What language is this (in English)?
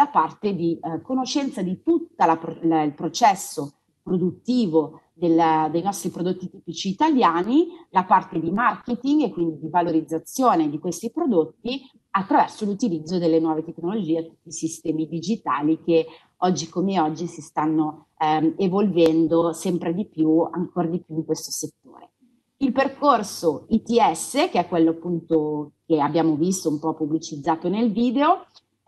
Italian